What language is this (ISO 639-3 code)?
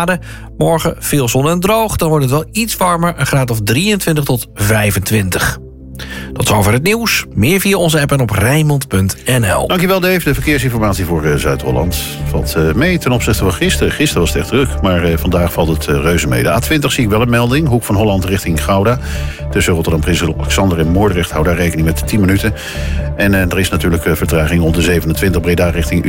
nld